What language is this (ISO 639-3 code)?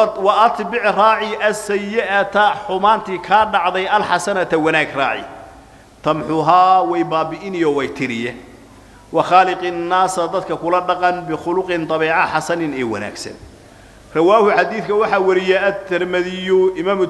som